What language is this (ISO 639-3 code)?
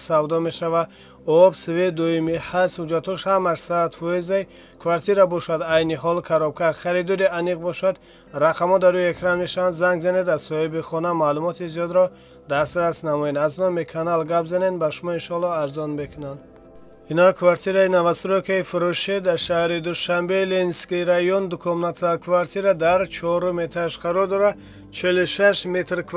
tgk